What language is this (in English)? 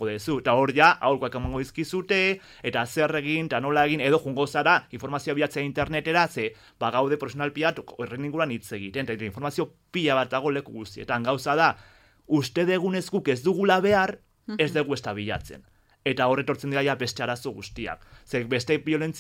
Basque